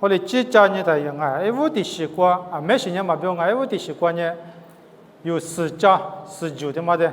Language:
Lisu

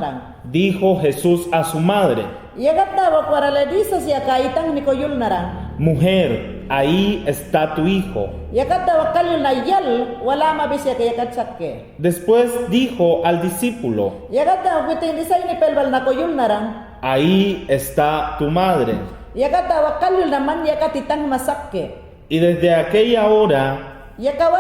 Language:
Mayangna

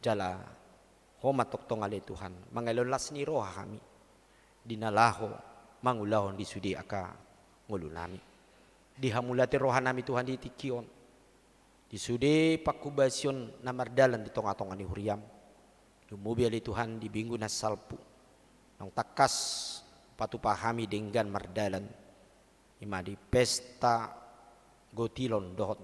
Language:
Batak Toba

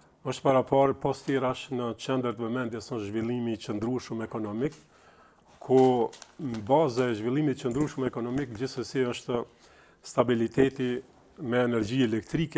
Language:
Albanian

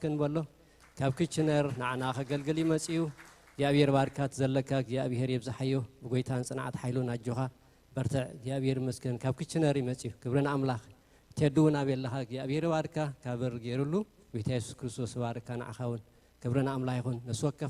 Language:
Tigrinya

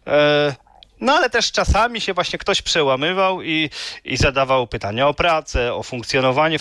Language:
Polish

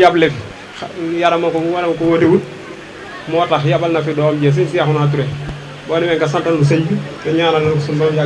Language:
Wolof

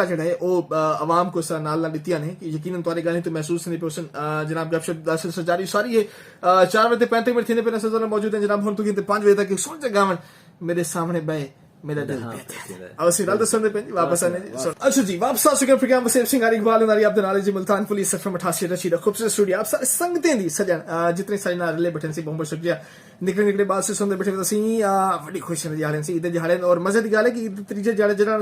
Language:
Saraiki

